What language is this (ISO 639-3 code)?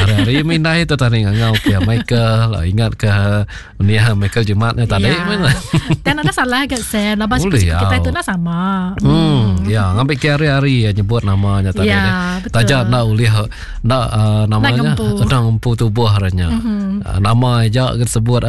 iba